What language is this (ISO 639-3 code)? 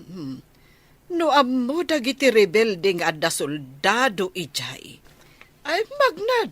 ilo